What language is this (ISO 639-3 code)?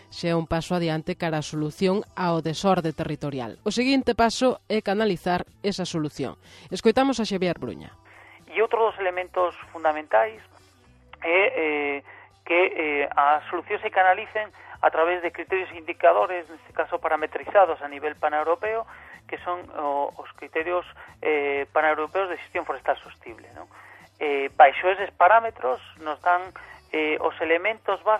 glg